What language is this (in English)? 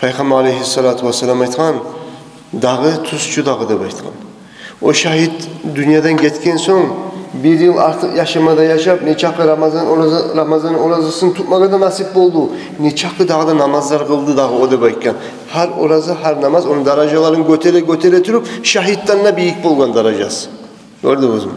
Kumyk